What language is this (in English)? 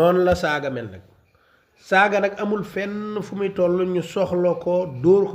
Wolof